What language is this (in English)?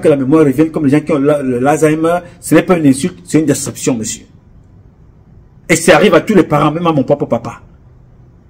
French